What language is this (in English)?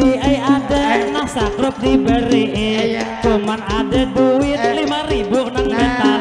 Banjar